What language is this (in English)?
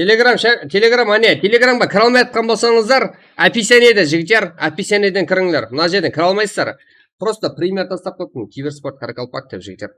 Kara-Kalpak